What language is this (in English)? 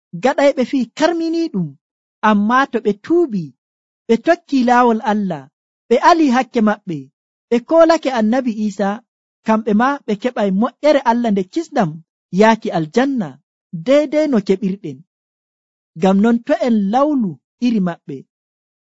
Nigerian Fulfulde